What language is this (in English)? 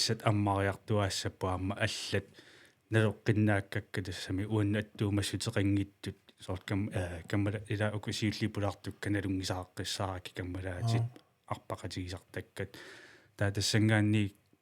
Kalaallisut